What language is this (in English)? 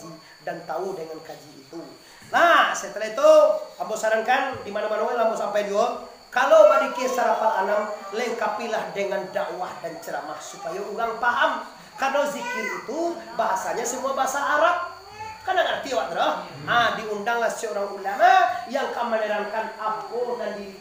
Minangkabau